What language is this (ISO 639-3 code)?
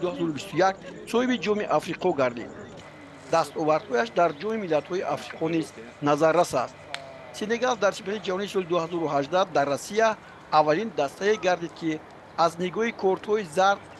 tgk